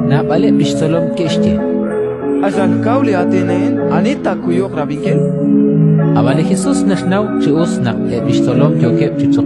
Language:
Kekchí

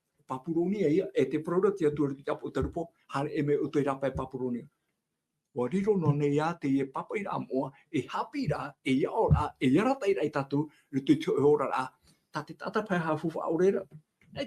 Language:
Tahitian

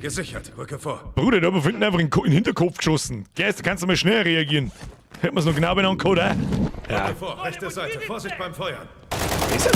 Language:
Bavarian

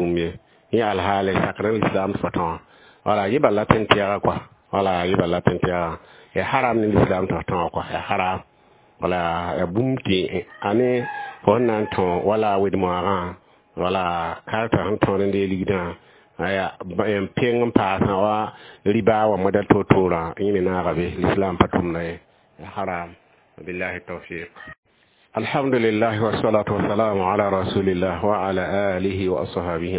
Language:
Mossi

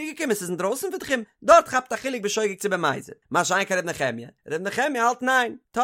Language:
Yiddish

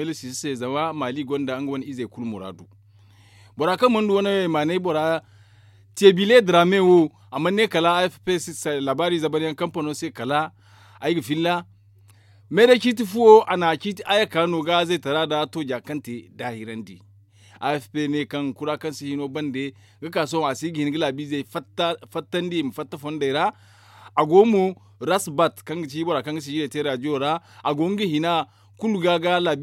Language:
Zarma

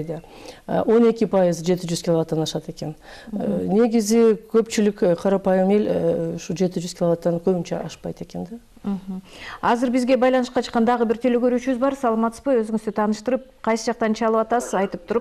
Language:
Kyrgyz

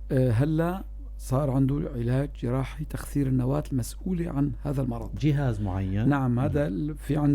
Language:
North Levantine Arabic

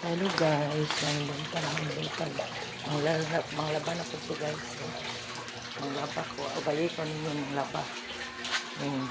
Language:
Cebuano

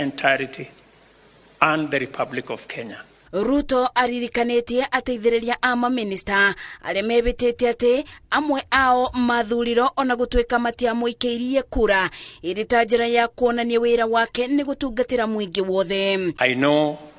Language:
Kikuyu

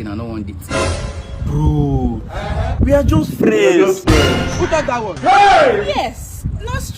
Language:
Nigerian Pidgin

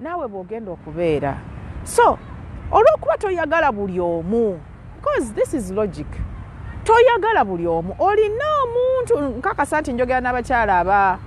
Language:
Ganda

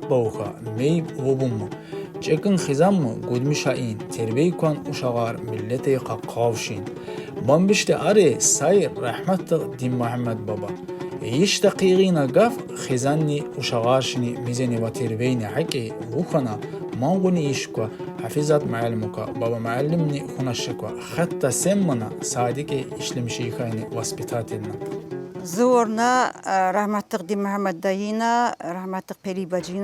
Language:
Tsakhur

